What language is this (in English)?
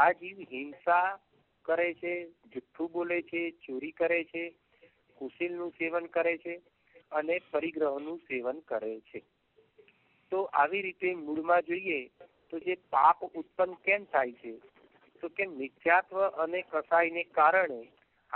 Gujarati